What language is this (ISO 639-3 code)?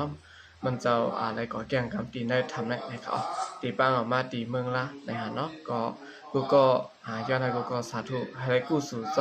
shn